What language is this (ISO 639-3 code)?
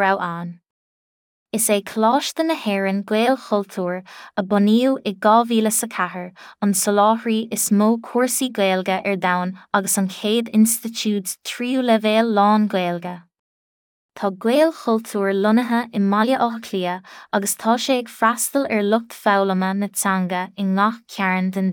gle